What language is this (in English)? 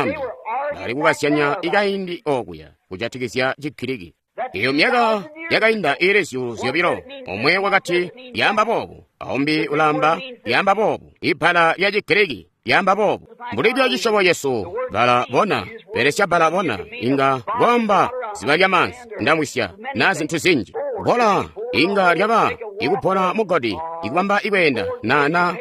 Tonga (Zambia)